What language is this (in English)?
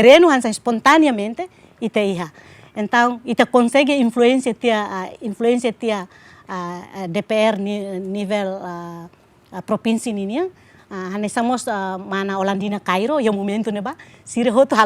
Tetum